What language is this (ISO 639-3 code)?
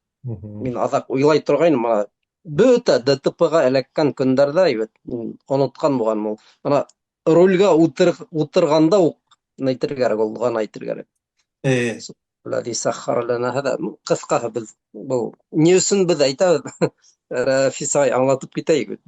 bak